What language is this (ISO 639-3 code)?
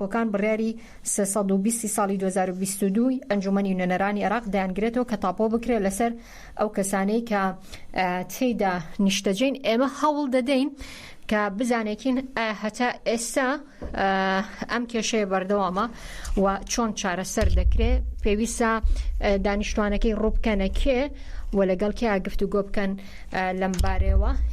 ckb